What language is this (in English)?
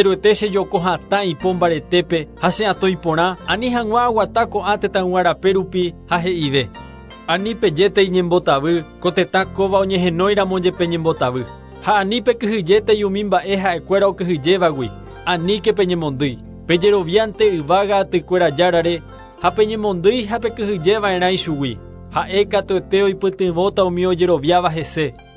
Guarani